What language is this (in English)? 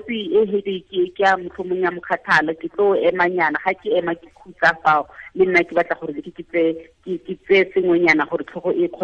Tswana